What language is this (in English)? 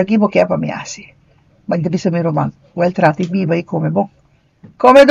Papiamento